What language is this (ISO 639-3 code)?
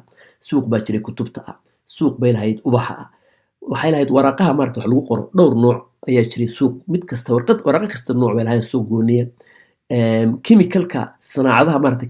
som